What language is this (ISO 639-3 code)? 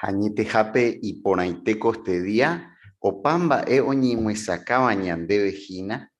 grn